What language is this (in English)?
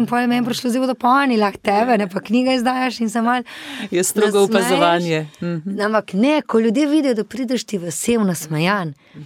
Slovenian